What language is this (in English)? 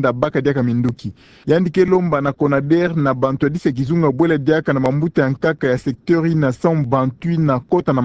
Kituba (Democratic Republic of Congo)